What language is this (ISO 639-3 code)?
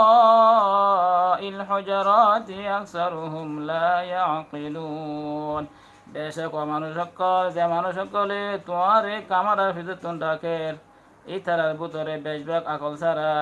rhg